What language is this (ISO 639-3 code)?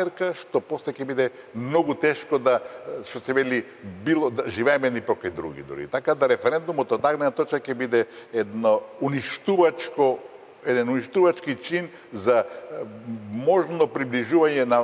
mkd